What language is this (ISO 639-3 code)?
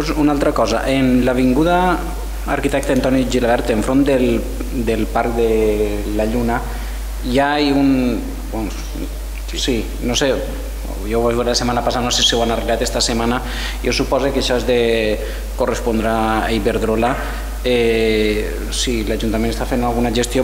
cat